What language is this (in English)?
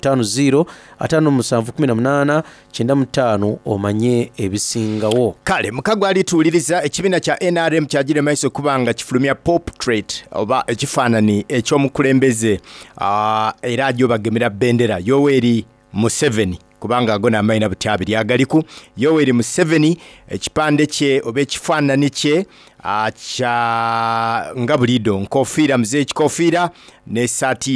Soga